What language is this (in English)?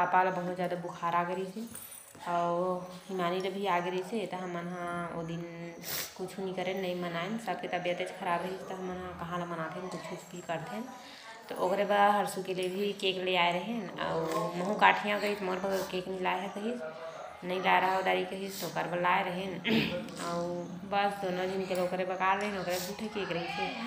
Chhattisgarhi